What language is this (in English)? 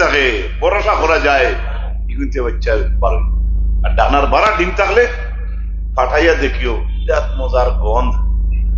Sylheti